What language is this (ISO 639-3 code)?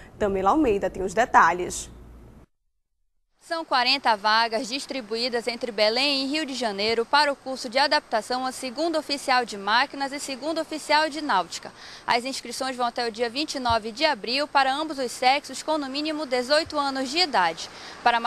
por